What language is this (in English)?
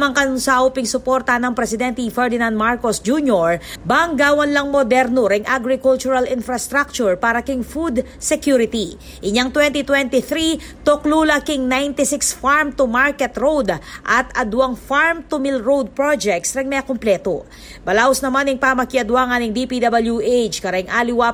Pampanga